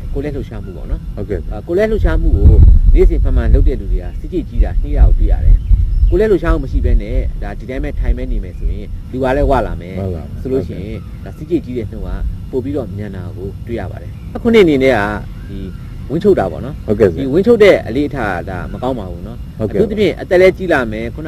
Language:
Burmese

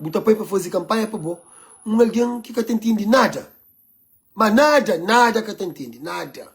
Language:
Kabuverdianu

